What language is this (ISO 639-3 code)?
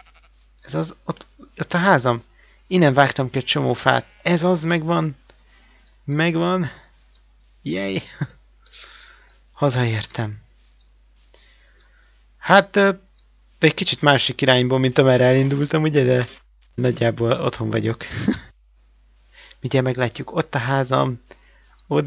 hun